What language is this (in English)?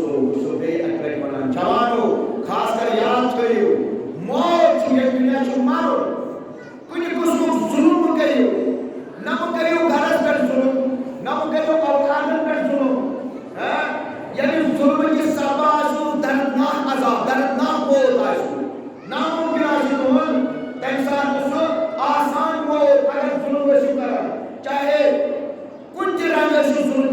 Kashmiri